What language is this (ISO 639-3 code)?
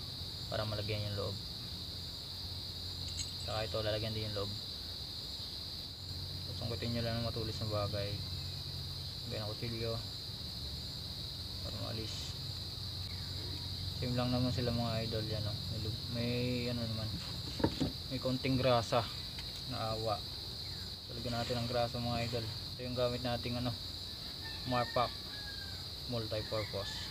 fil